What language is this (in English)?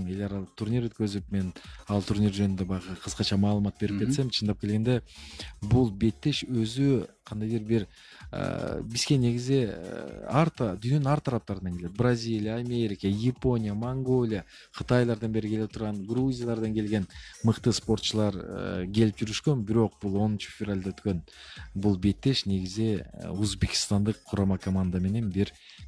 Kyrgyz